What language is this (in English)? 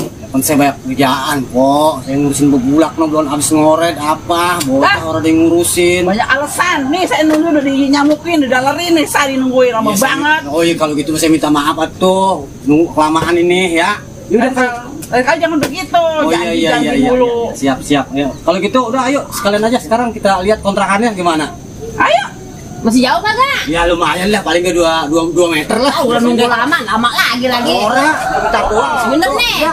Betawi